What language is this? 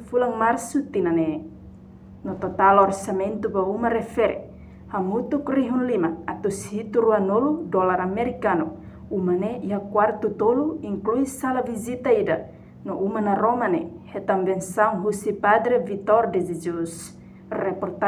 Tetum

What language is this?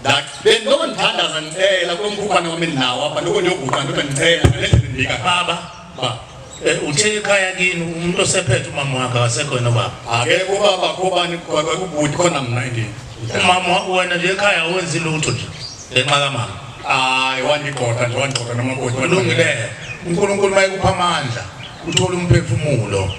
Zulu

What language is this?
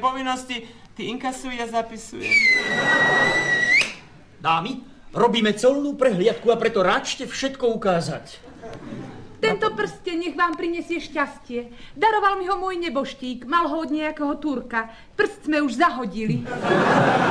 Slovak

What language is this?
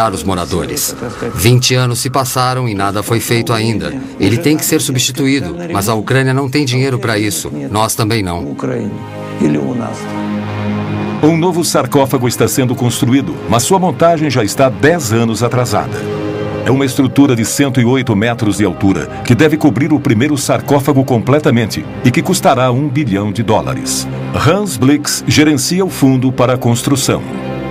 Portuguese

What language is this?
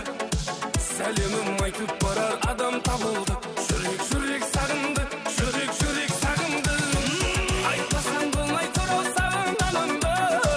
Kara-Kalpak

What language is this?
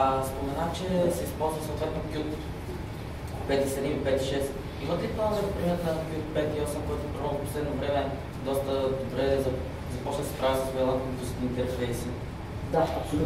Bulgarian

